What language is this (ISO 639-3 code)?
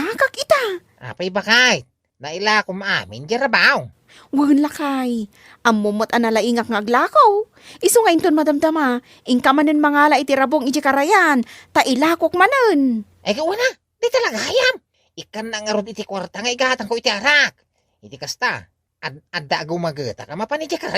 ilo